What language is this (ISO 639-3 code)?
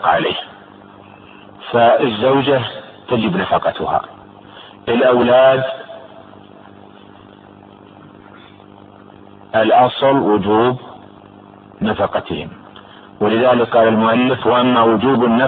ara